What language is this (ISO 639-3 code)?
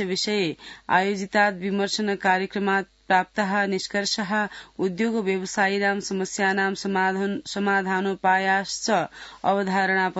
san